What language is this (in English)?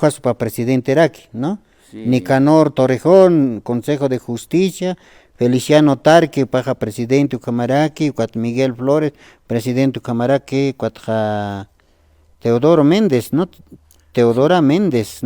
Aymara